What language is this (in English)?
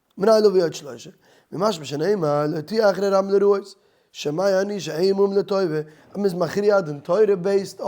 Yiddish